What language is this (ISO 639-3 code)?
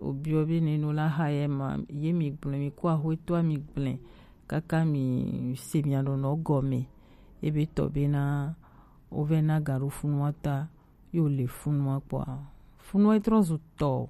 gej